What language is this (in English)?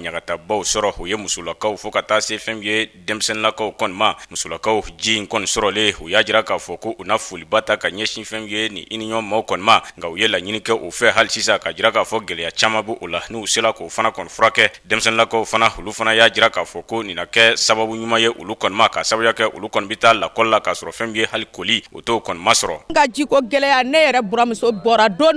Bambara